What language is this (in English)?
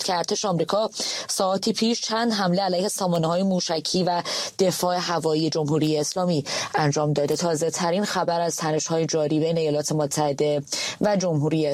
Persian